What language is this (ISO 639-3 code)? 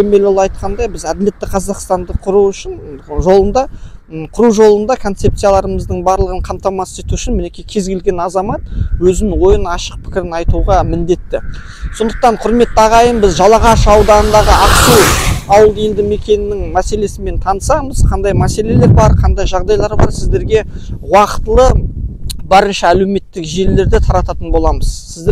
kaz